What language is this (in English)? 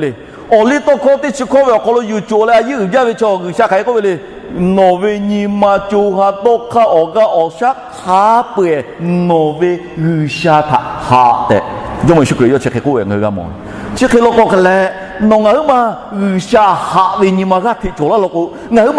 Lahu